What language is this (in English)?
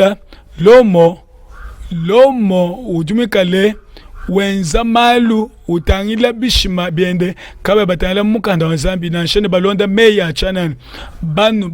Luba-Lulua